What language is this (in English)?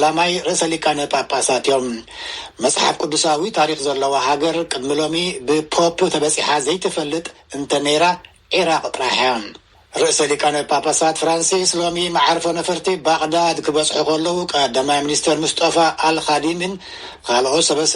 Tigrinya